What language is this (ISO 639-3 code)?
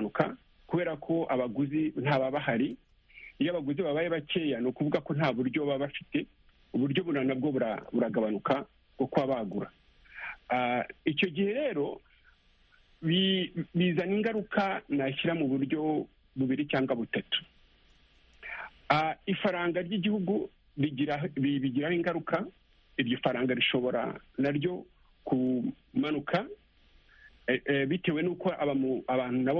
kin